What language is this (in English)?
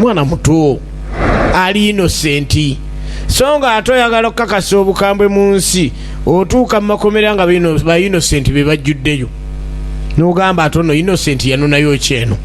Ganda